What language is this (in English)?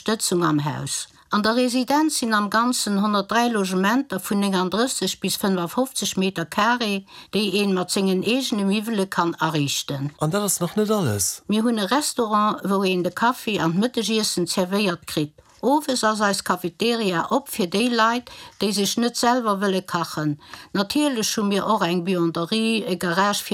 Luxembourgish